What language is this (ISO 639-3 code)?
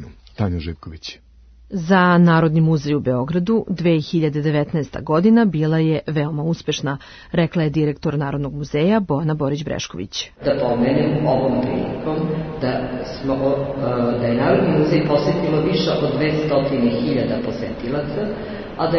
srp